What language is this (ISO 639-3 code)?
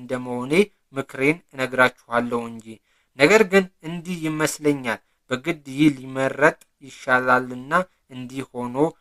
amh